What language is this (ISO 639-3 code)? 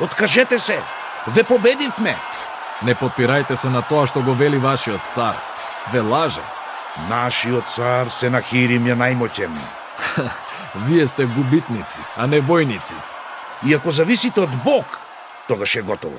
mkd